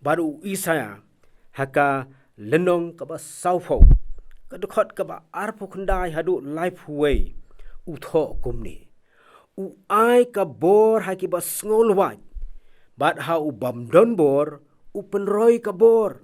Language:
Khasi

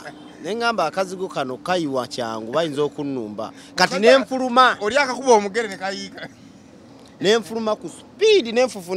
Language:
Ganda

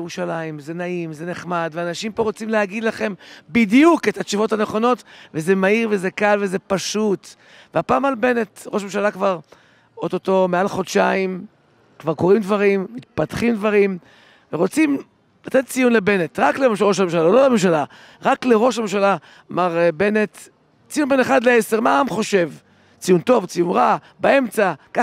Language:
Hebrew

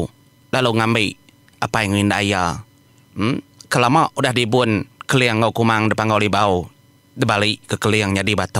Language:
Iban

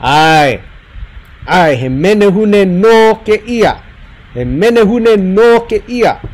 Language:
Hawaiian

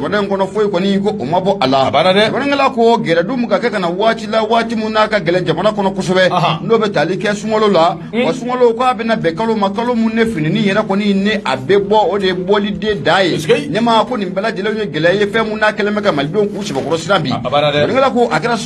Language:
Bambara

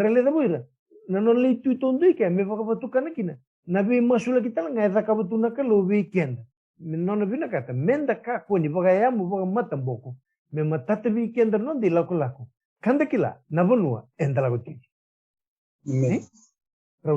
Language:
Fijian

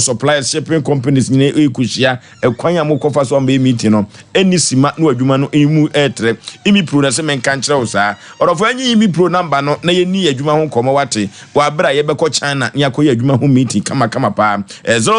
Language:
Akan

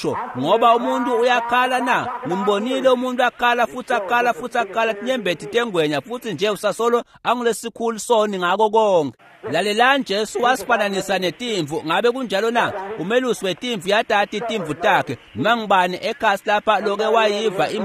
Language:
Swati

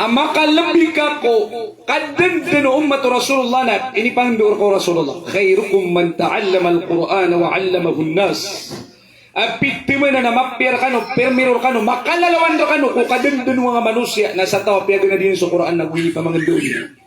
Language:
Maranao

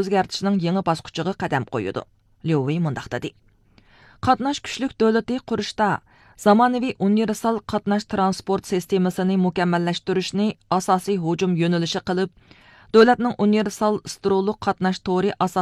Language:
Uyghur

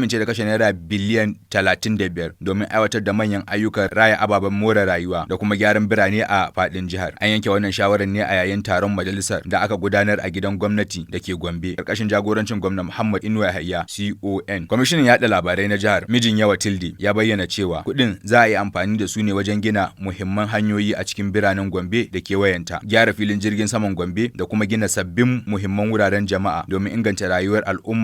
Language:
Hausa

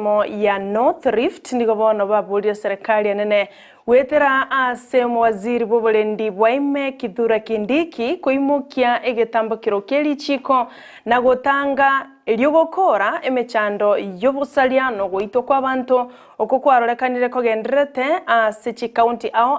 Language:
Gusii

